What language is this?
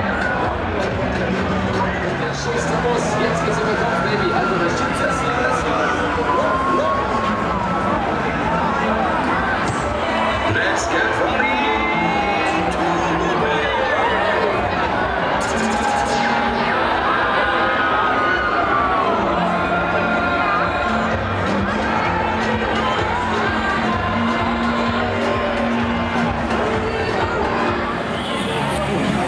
German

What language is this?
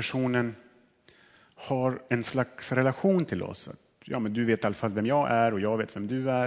Swedish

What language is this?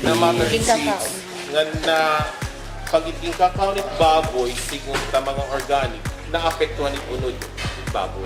Waray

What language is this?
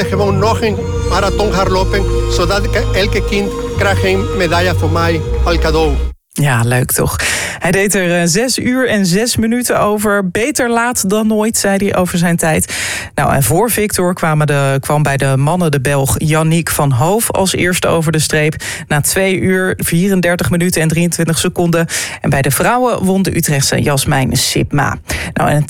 Dutch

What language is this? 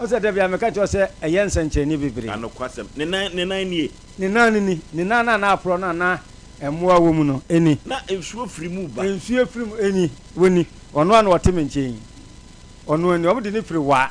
Akan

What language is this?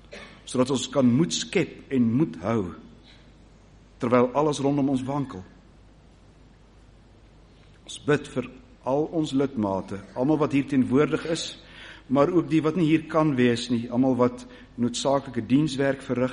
Afrikaans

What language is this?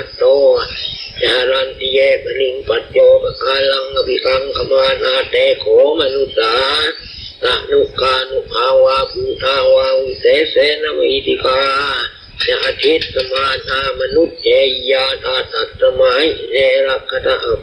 Pali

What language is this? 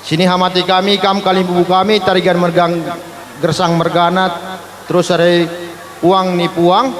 Batak Karo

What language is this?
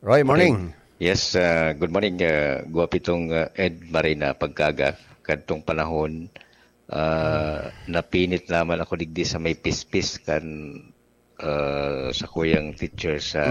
Bikol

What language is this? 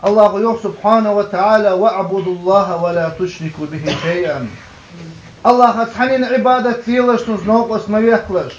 Ingush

